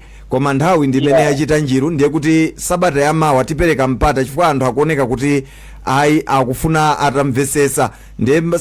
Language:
Nyanja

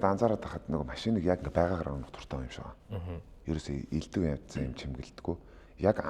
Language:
Mongolian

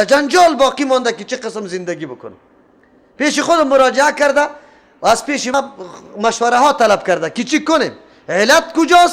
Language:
Persian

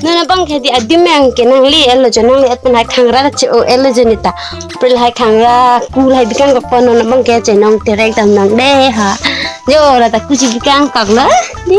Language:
Karbi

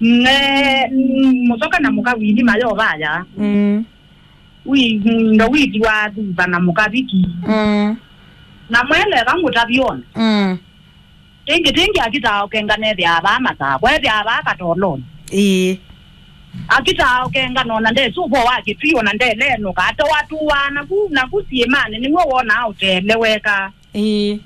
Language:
Kamba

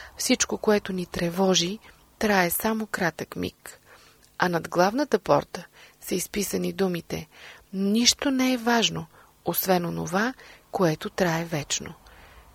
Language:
Bulgarian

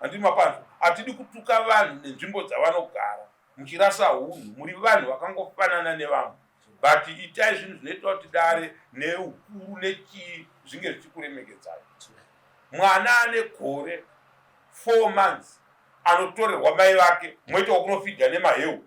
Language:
Shona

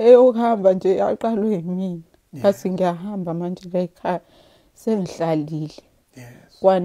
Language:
Zulu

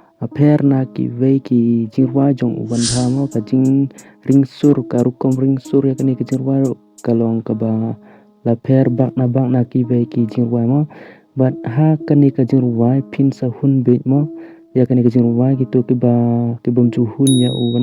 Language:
Khasi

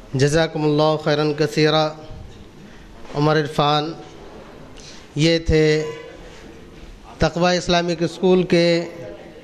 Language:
Urdu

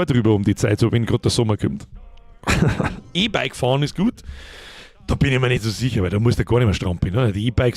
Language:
Bavarian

